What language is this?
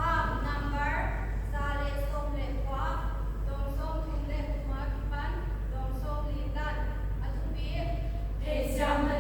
Paite Chin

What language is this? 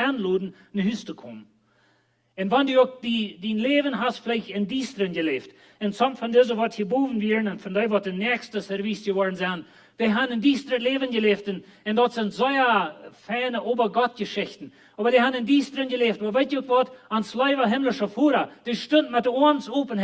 Plautdietsch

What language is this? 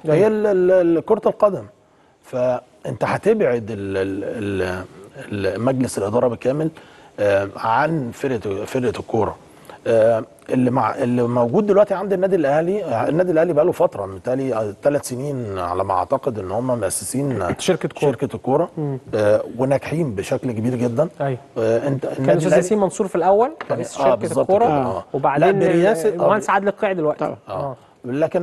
Egyptian Arabic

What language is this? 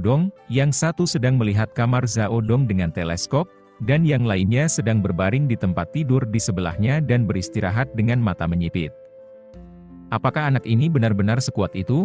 Indonesian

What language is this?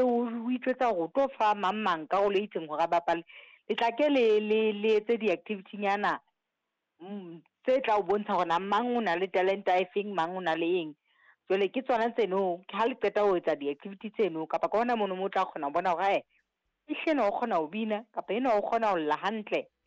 Southern Sotho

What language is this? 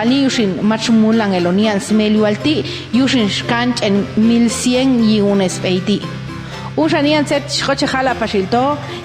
Popti'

